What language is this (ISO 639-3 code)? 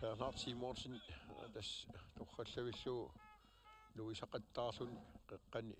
kal